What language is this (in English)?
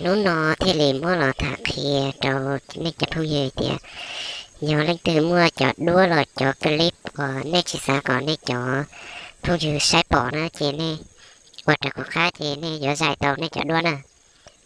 Hmong